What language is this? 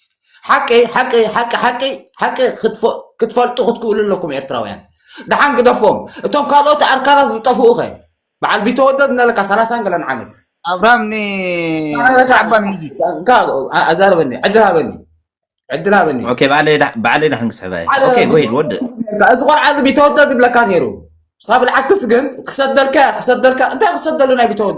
Tigrinya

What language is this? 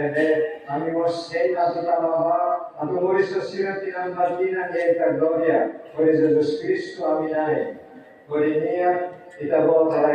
Tetum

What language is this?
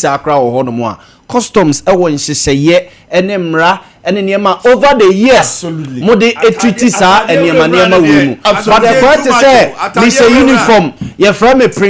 Akan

